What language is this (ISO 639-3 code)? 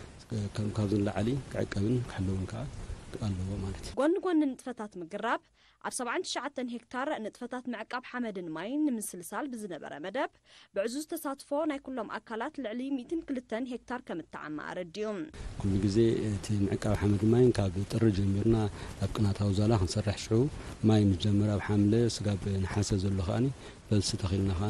tir